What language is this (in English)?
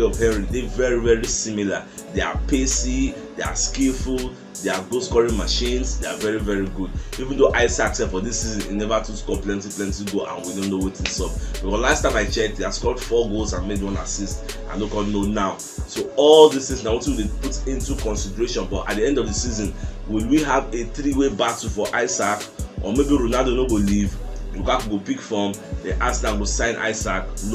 Nigerian Pidgin